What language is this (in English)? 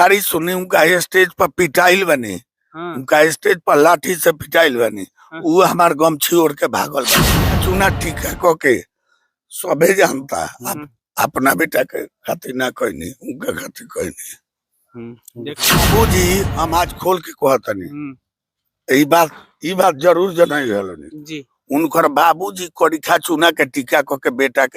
Bhojpuri